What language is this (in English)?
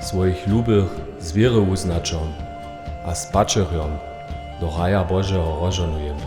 Upper Sorbian